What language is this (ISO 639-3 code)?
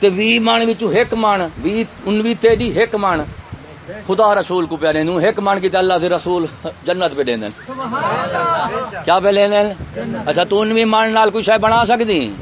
skr